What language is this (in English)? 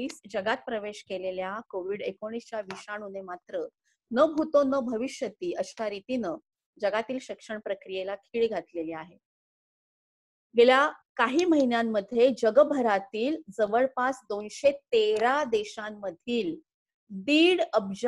Marathi